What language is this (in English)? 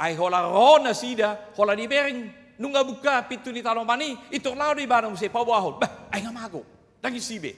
Batak Toba